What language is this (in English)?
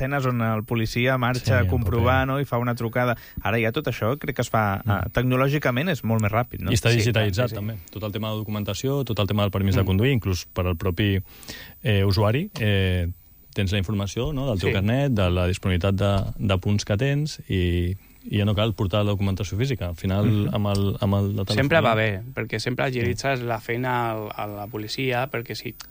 Catalan